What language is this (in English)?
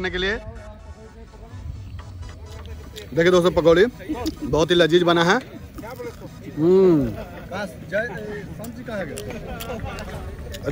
Hindi